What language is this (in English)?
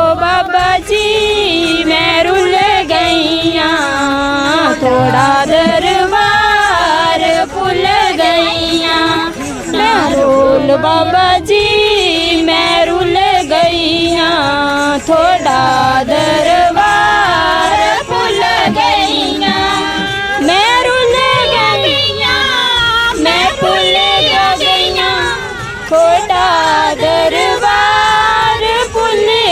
Dogri